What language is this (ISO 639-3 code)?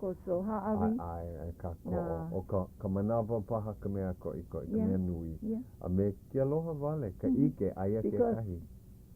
haw